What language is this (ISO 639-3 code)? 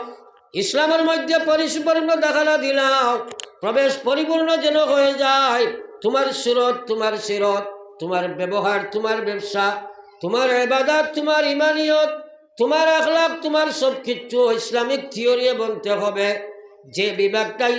syl